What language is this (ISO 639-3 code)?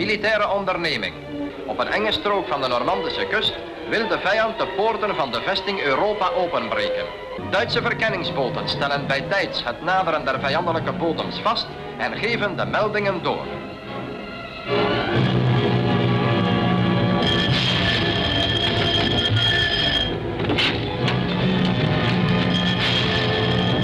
nld